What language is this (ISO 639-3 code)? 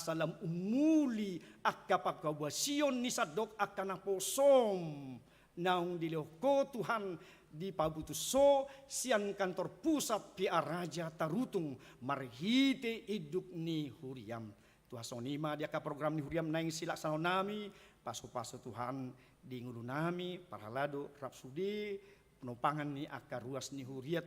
bbc